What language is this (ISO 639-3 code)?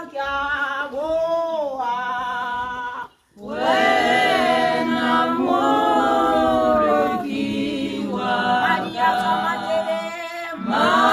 tsn